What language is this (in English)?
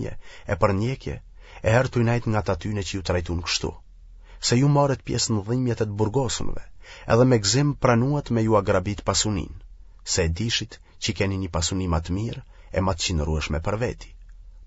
Albanian